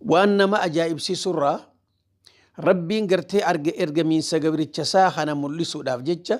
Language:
Oromo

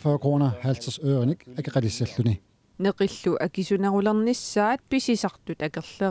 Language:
Kalaallisut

